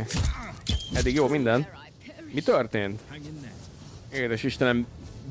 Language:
Hungarian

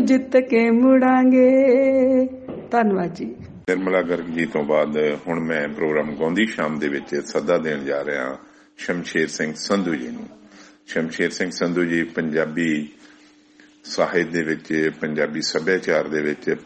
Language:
Punjabi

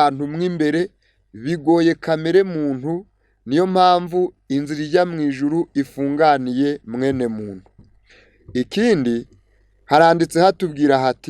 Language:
Kinyarwanda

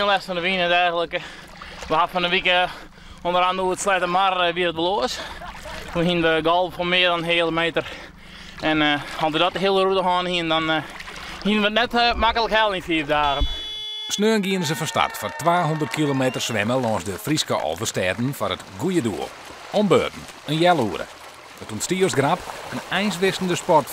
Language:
Western Frisian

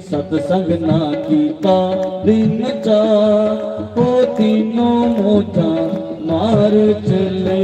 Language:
Dogri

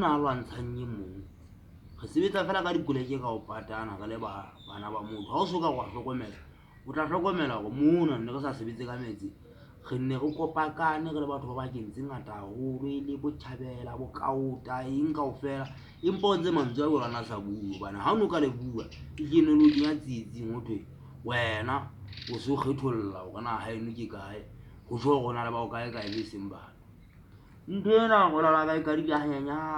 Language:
Southern Sotho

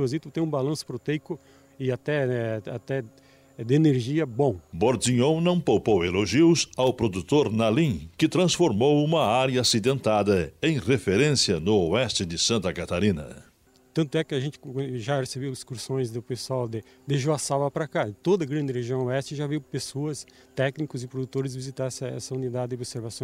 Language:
Portuguese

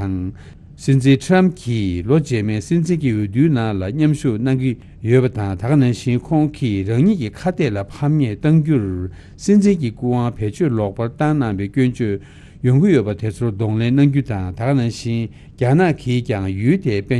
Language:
Tibetan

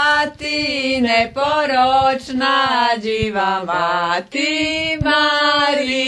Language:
Rusyn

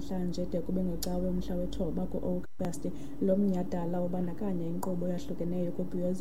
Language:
Xhosa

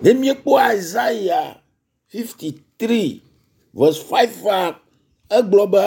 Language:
Ewe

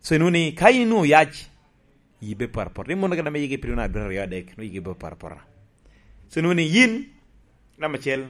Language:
Lango (Uganda)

